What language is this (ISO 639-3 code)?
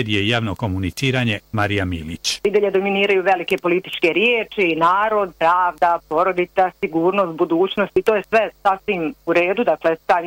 bos